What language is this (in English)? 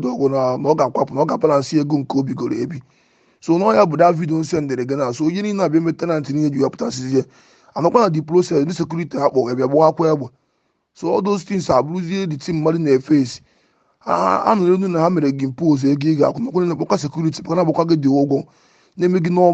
Igbo